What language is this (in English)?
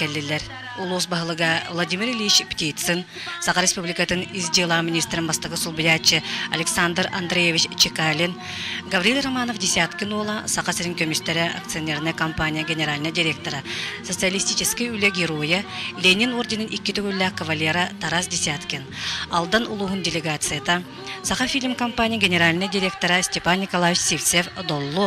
Yakut